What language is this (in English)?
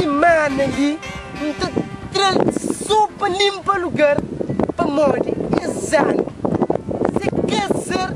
Kabuverdianu